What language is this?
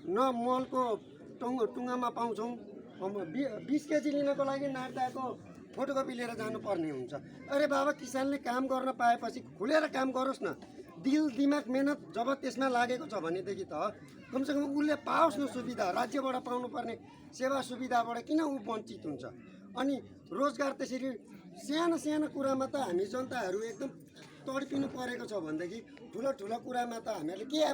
Nepali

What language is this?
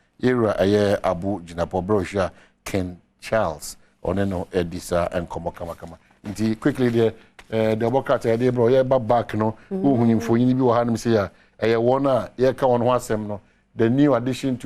Akan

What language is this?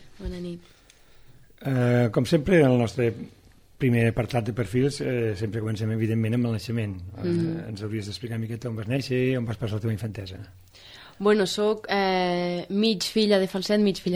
Catalan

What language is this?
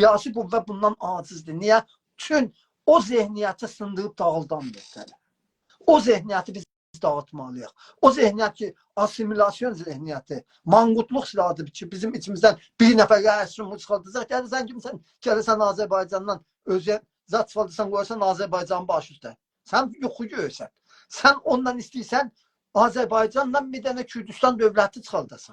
South Azerbaijani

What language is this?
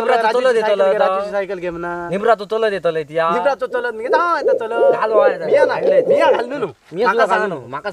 Konkani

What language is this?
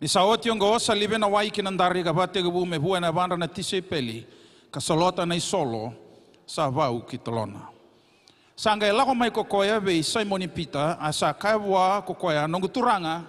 Fijian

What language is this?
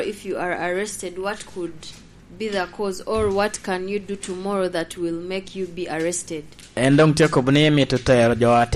Lango (Uganda)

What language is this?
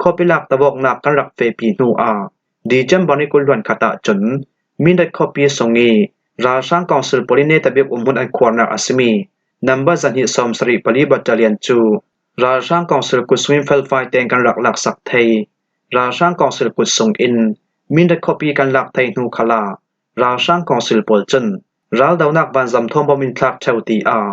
Hakha Chin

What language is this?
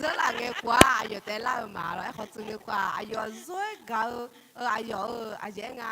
Akha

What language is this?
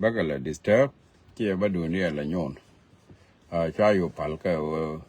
Nuer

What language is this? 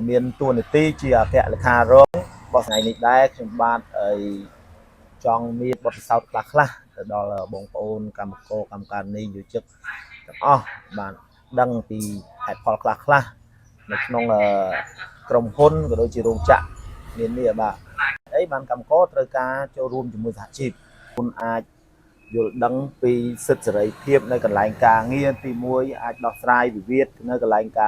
Khmer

